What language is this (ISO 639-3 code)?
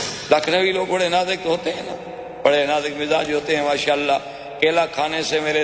urd